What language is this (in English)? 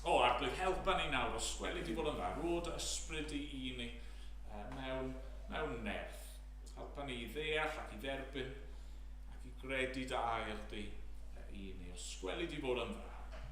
Welsh